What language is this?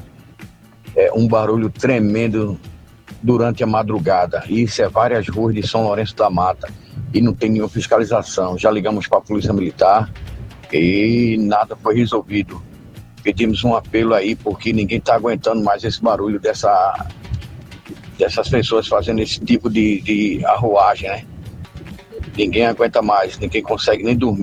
Portuguese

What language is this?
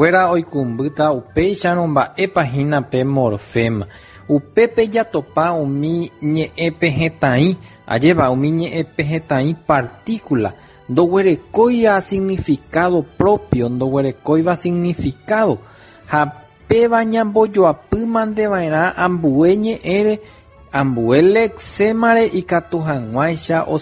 Guarani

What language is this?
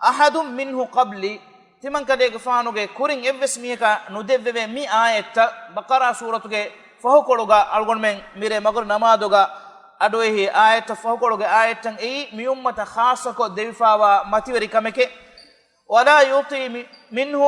Divehi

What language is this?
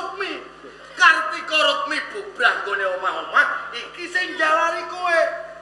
Javanese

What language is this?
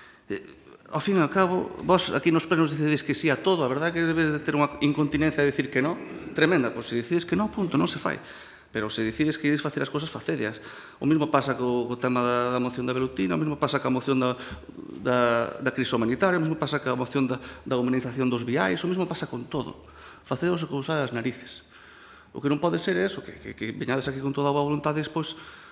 Galician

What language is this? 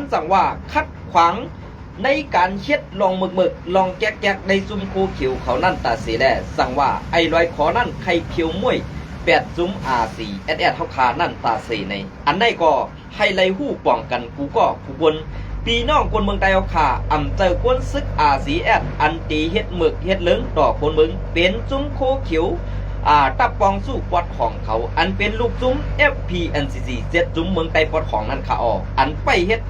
Shan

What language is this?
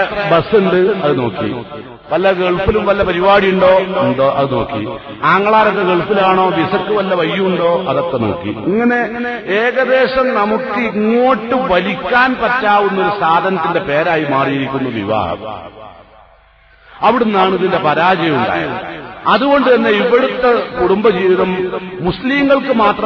Malayalam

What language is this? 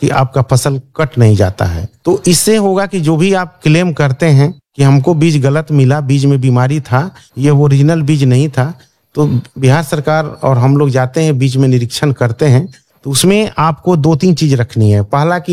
Hindi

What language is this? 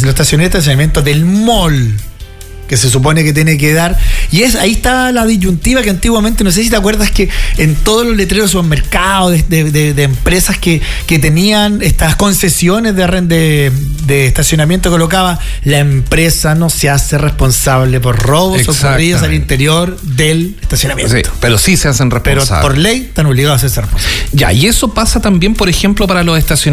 Spanish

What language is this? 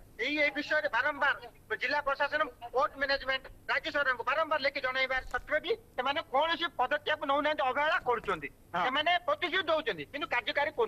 Odia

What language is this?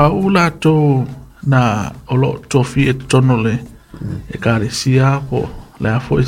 Samoan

